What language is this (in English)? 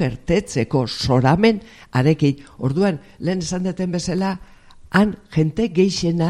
Basque